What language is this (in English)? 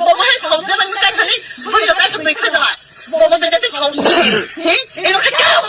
Kok Borok